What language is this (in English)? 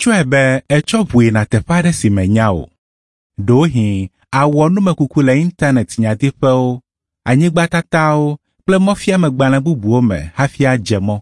Ewe